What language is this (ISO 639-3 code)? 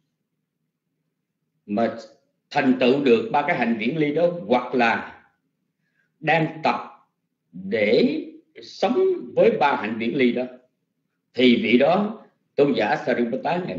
vie